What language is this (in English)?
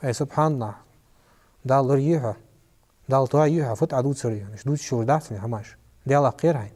Ingush